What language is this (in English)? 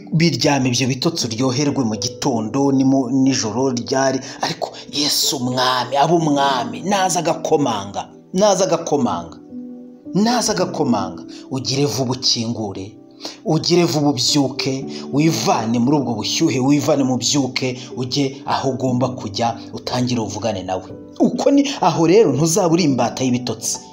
Kinyarwanda